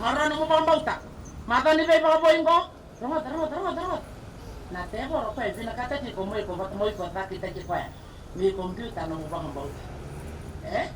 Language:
Fijian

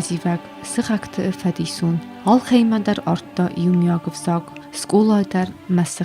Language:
Ossetic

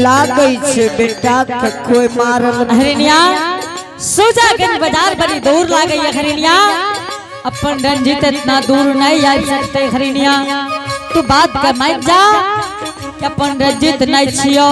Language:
Angika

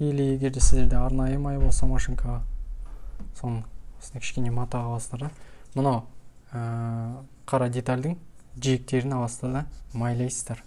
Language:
Kazakh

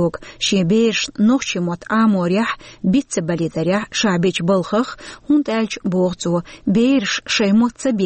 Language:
Chechen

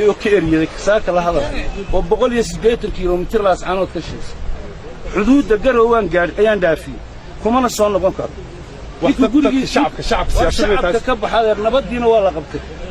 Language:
Somali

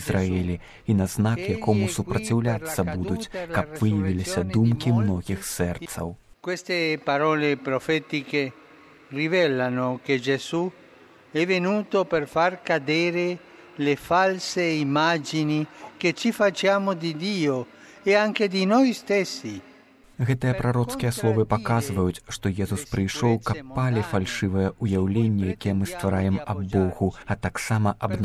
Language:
Belarusian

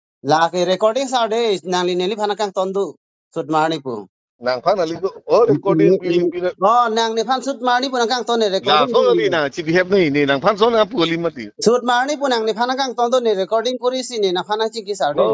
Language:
Karbi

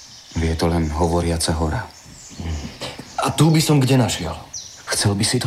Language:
Slovak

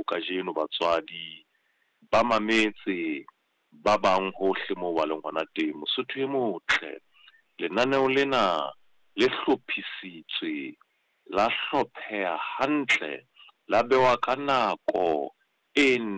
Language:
Southern Sotho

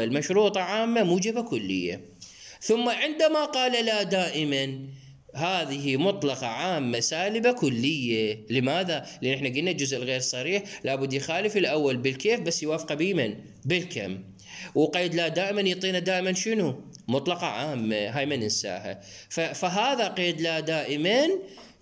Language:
Mesopotamian Arabic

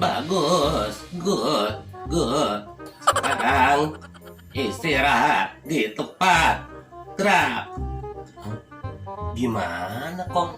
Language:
Betawi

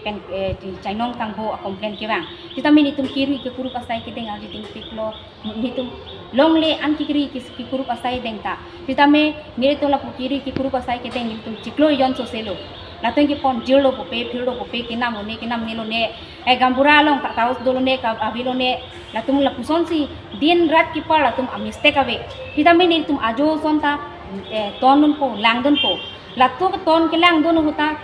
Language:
Karbi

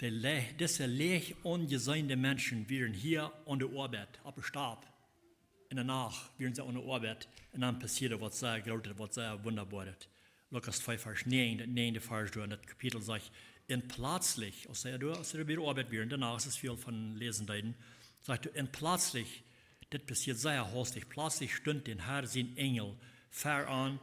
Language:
Plautdietsch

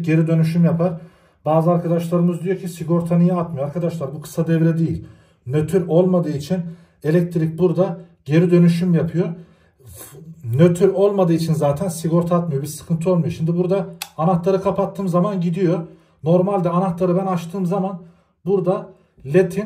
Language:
Turkish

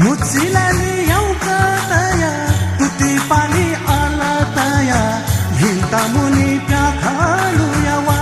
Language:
Newari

